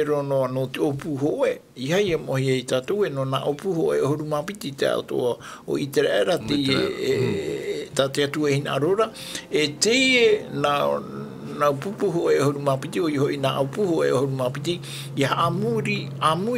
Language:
Tahitian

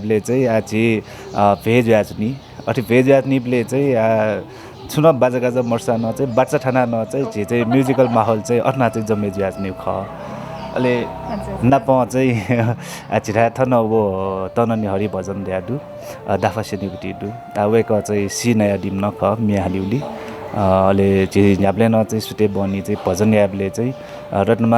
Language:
Newari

